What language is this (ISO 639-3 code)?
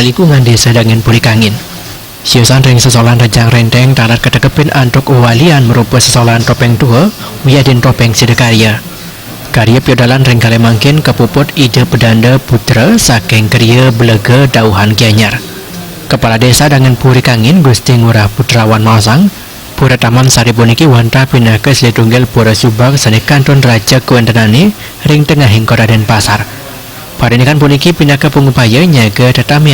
ban